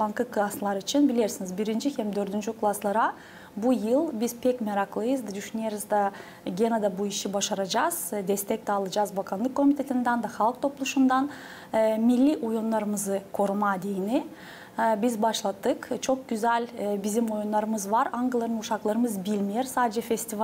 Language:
Gagauz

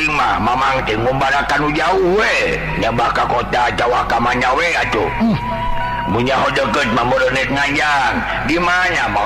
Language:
Sundanese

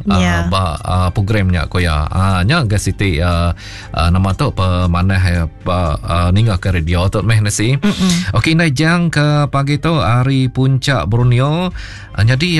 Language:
Iban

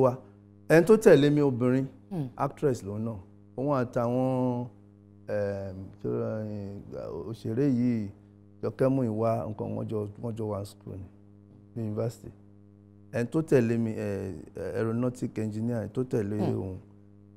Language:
Yoruba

